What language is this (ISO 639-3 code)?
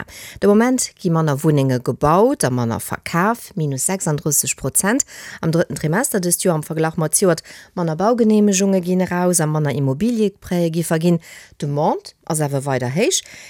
ltz